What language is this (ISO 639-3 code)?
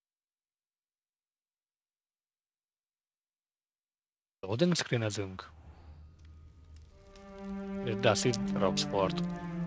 hun